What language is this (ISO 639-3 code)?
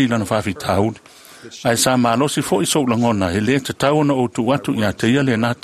smo